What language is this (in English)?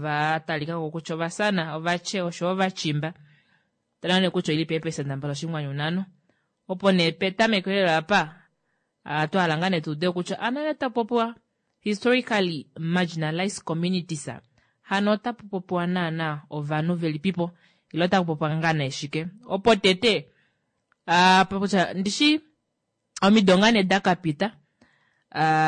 Kuanyama